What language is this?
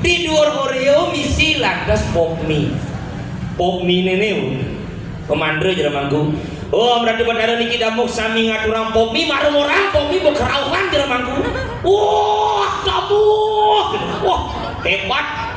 Balinese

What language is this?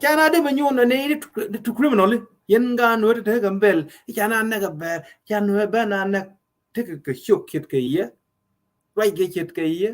Nuer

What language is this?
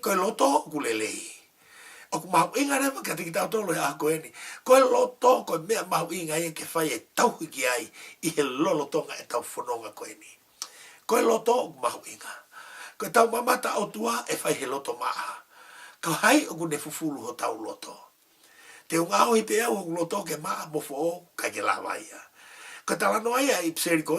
Tongan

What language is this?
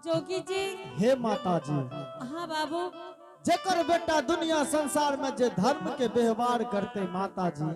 Angika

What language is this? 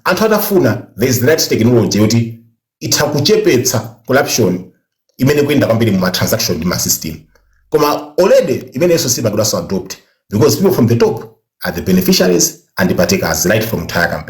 Nyanja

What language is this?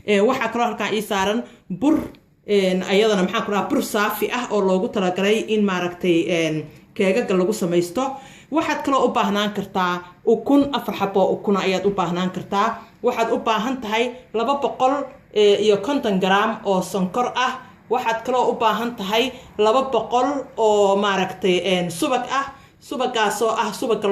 Somali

